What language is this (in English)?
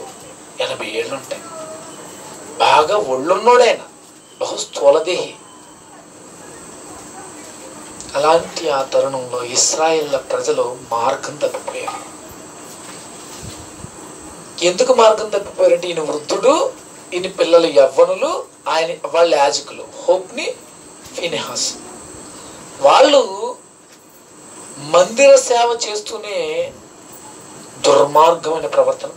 Telugu